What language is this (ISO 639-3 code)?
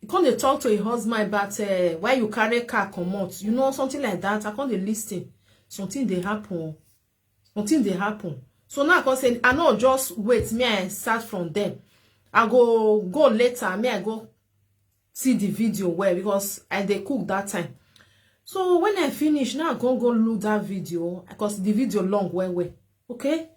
pcm